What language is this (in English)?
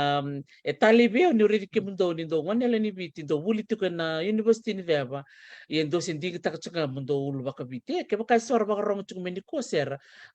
Fijian